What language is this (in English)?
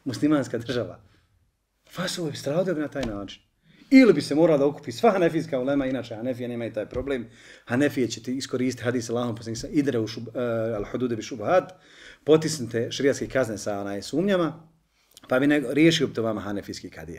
Bosnian